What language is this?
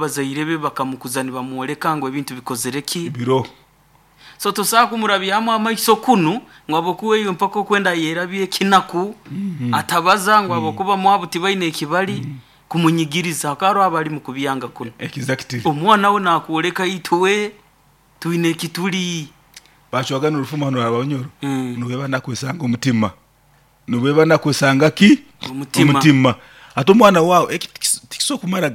Nyankole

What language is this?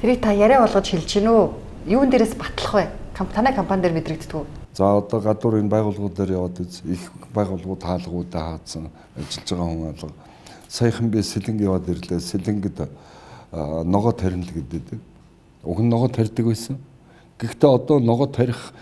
Mongolian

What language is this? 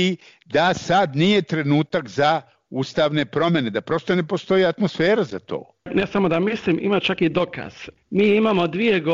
Bosnian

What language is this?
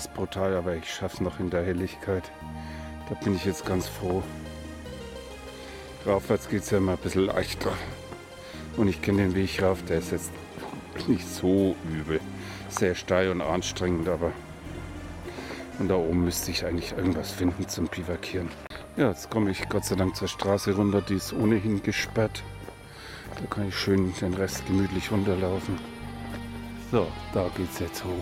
German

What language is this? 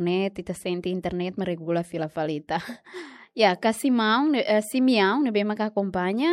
Tetum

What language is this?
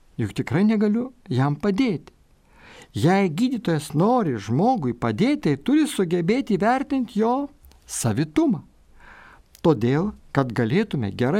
Lithuanian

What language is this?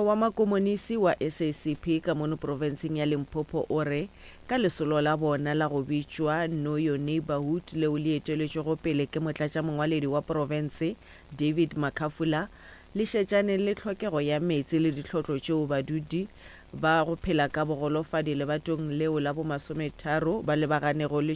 Northern Sotho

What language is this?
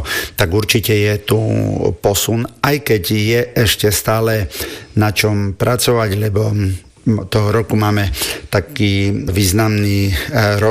Slovak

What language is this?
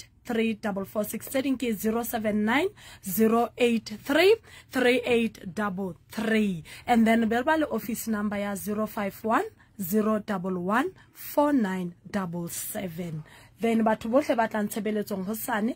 Southern Sotho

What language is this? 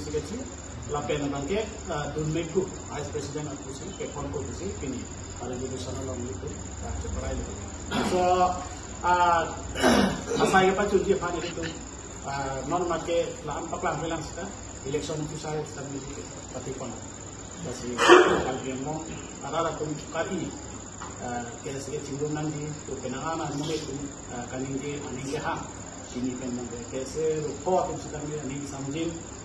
Karbi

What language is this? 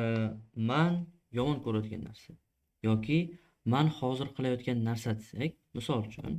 Uzbek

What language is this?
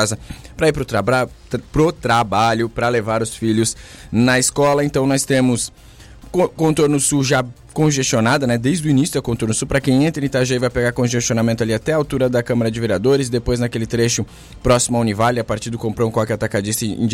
Portuguese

